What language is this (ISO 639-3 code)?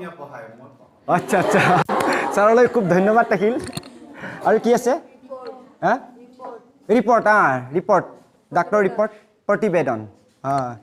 asm